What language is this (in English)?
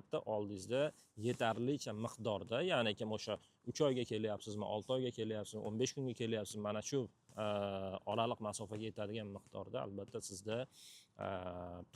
Uzbek